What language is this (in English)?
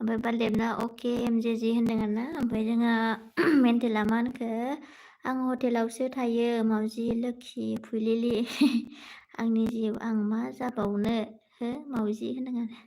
Bodo